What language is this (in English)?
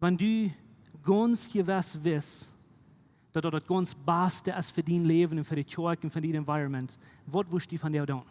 Plautdietsch